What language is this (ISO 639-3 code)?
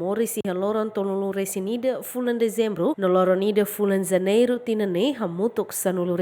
tet